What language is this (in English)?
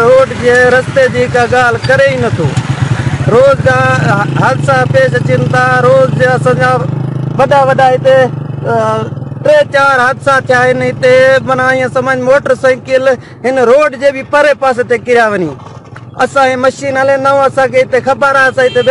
Sindhi